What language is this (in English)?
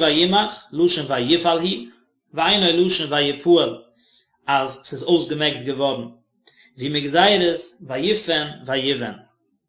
Yiddish